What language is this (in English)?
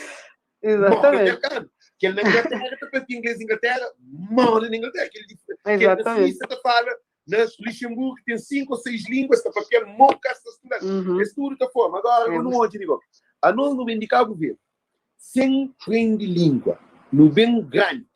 Kabuverdianu